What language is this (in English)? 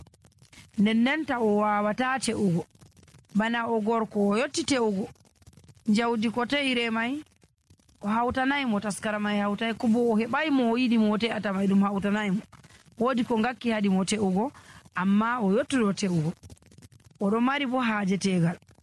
Nigerian Fulfulde